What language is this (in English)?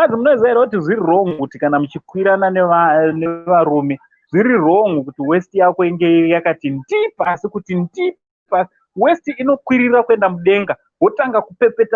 Shona